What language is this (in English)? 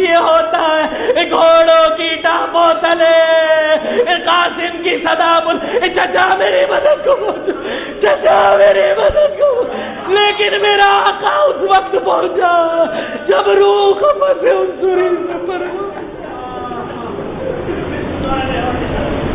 Urdu